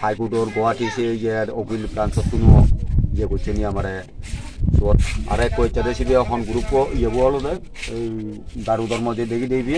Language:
Chakma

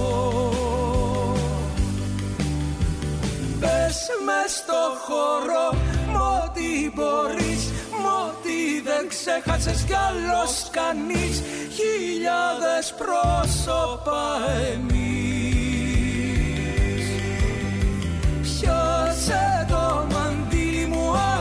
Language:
Greek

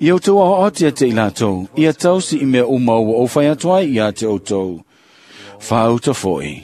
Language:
Samoan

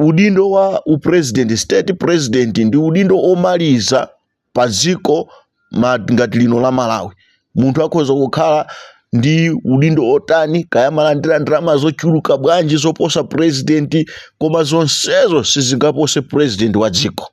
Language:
Nyanja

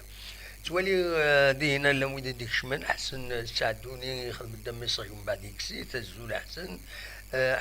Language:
Kabyle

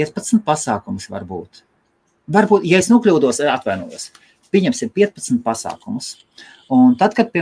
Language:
Latvian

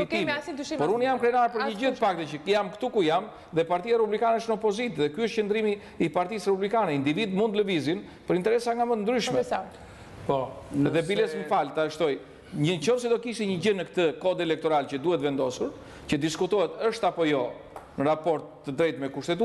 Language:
Albanian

